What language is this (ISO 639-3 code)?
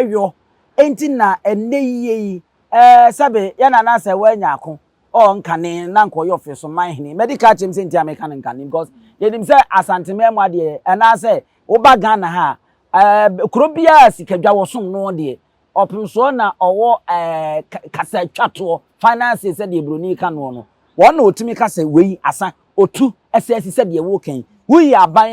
aka